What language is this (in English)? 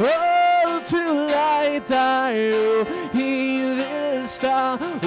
Faroese